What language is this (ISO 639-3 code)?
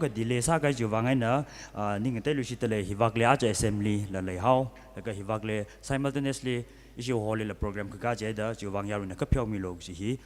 nmf